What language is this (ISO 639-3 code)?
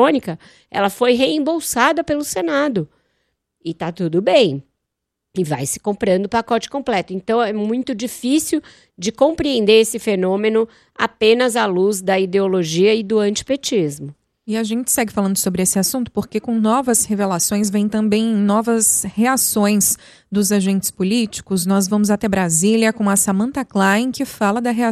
por